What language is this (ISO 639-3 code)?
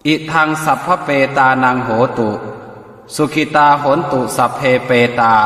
pli